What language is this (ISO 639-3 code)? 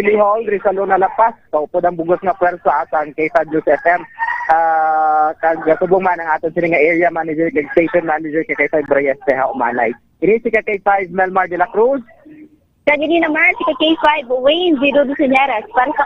hil